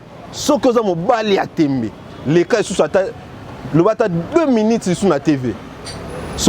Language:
Lingala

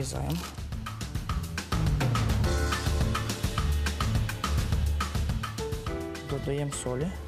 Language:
Ukrainian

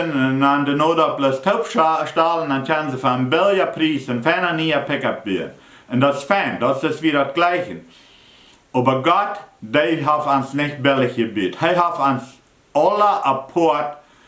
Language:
Plautdietsch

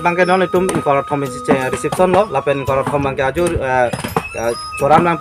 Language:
Karbi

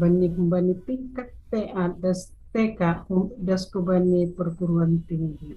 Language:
Batak Simalungun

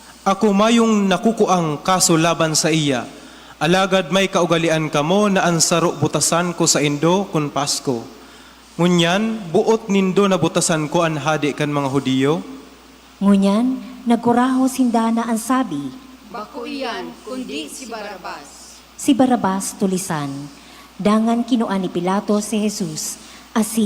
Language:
Bikol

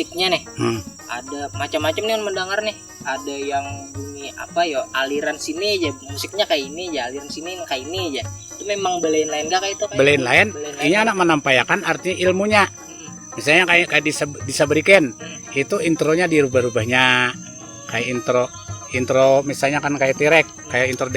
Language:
Banjar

